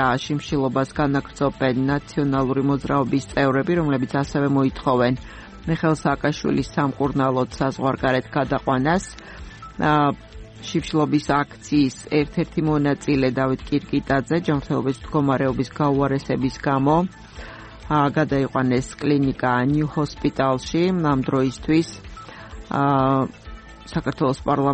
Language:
Georgian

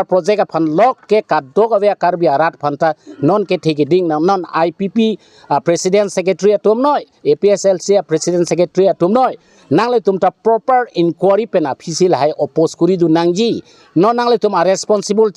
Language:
Karbi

